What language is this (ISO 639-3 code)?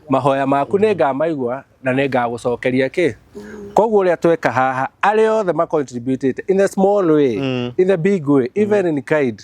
kik